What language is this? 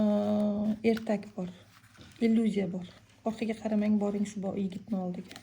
Uzbek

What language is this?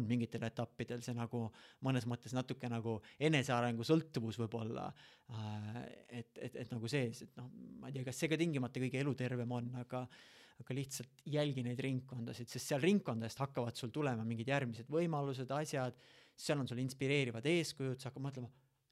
Estonian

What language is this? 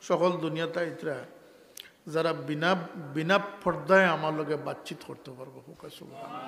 Sylheti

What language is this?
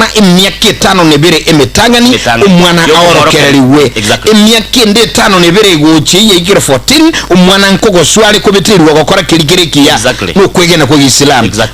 Gusii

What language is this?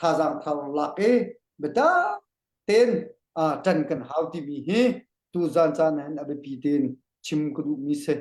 Hakha Chin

